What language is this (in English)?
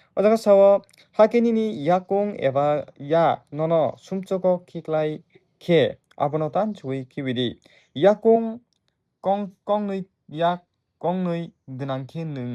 Kok Borok